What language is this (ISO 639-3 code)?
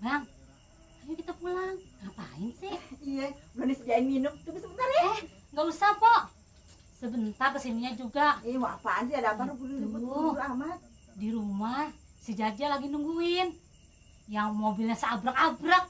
bew